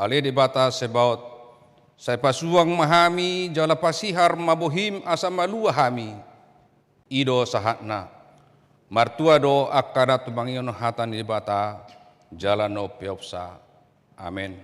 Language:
Batak Toba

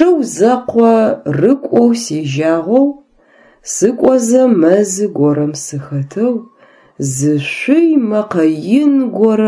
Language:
Adyghe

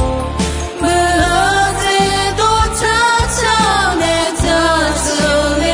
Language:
Akha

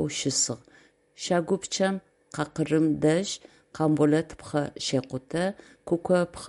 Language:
Adyghe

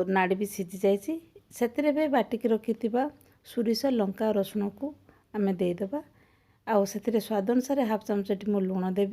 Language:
Odia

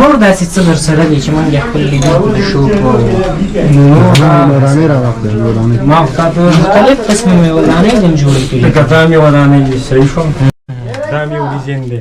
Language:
Pashto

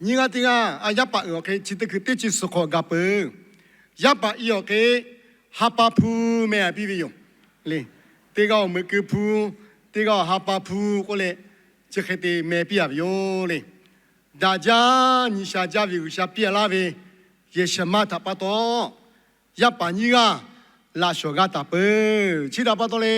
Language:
Lahu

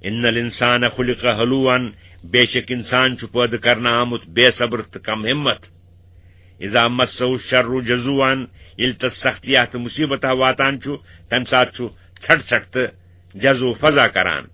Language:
Kashmiri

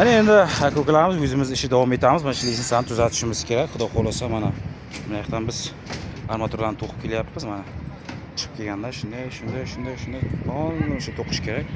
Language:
Uzbek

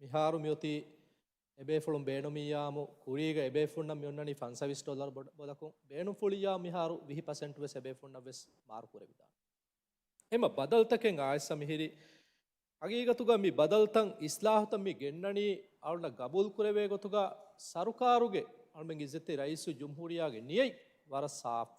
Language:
Divehi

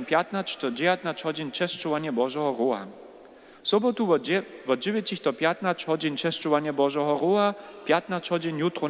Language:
Upper Sorbian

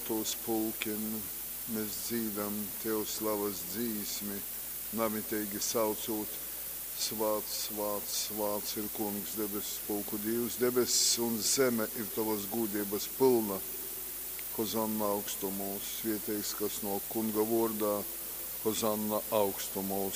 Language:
Latgalian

